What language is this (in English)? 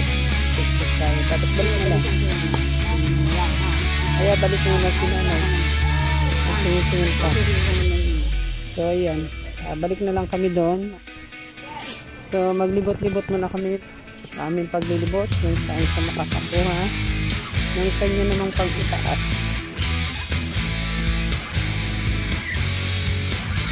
Filipino